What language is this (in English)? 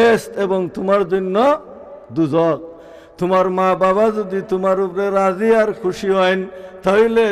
Sylheti